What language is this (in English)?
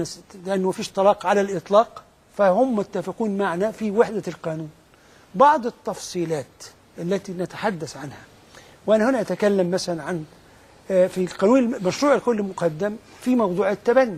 Egyptian Arabic